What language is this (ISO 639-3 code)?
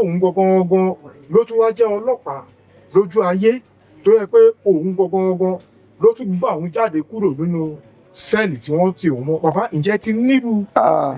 yor